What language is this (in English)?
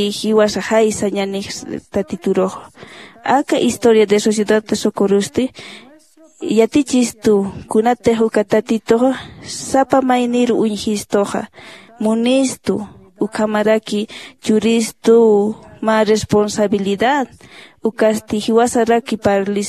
Aymara